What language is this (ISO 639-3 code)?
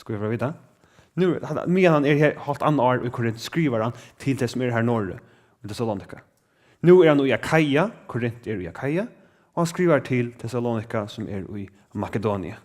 fao